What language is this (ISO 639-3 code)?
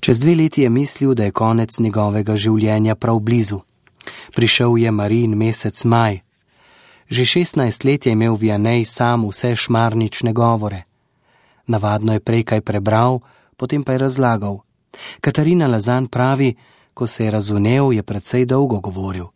slv